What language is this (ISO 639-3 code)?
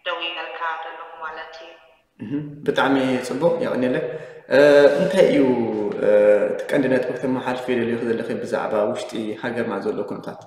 tir